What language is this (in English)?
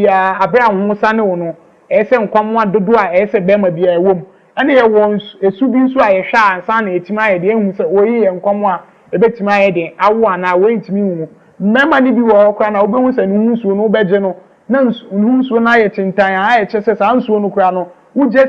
Akan